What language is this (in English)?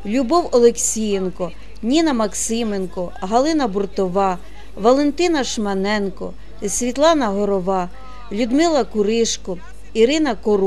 Ukrainian